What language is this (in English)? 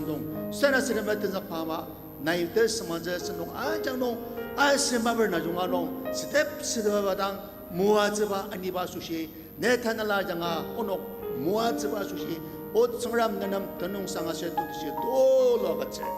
Ao Naga